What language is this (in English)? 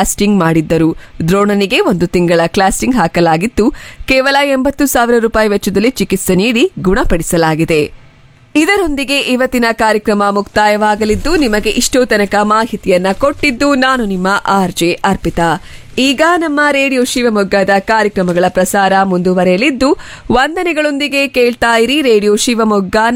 Kannada